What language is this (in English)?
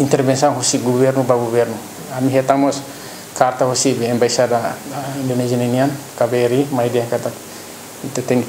Tetum